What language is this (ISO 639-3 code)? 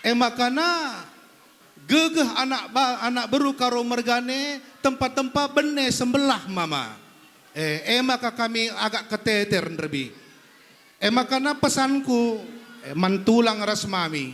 btx